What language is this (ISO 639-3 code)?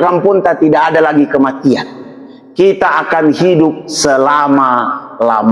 mak